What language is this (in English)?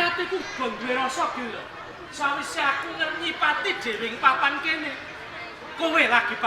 Javanese